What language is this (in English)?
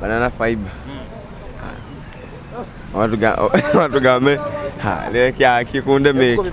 Nyoro